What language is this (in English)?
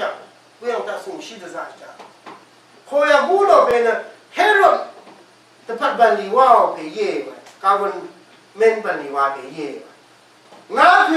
Rawang